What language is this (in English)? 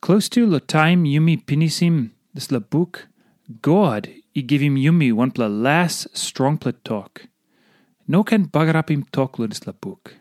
Tok Pisin